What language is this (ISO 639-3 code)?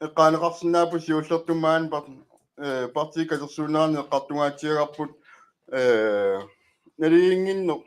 kal